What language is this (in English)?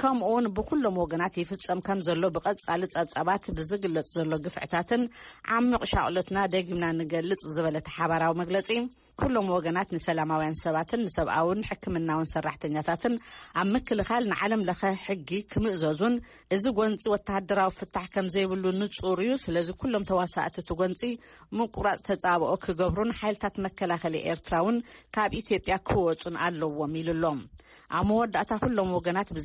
Tigrinya